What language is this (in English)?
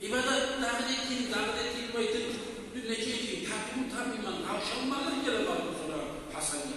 Kumyk